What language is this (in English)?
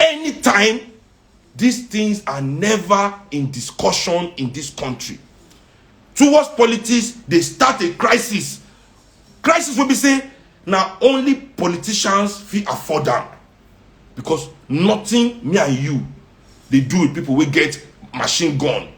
Nigerian Pidgin